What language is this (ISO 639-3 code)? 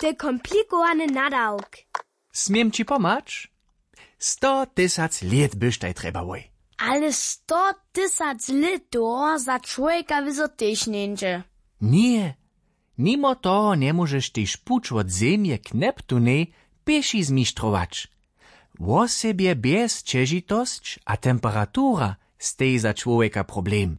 hsb